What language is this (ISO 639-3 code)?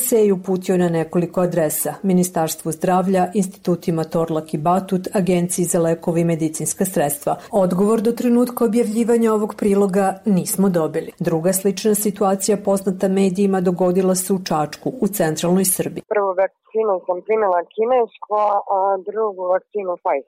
srp